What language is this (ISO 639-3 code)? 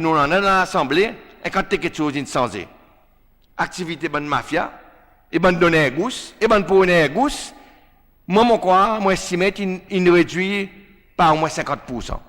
crs